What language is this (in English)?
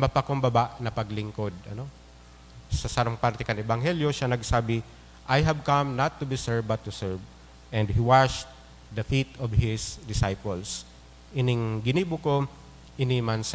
Bikol